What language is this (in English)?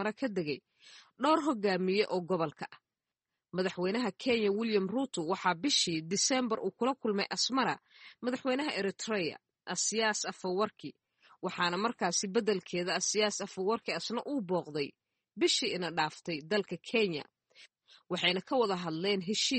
Somali